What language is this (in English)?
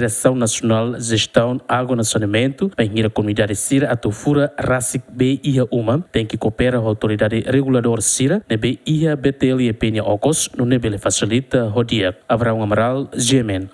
Tetum